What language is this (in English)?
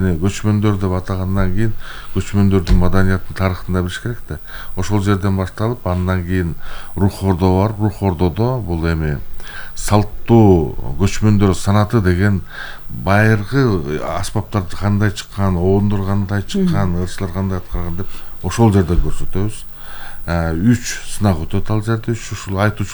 Kyrgyz